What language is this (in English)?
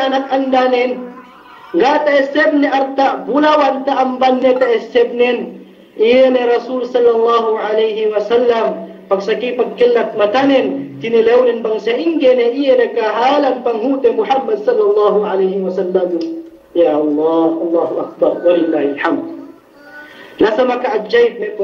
Yakan